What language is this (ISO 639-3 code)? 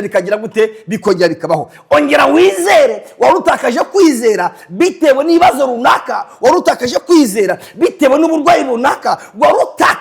kin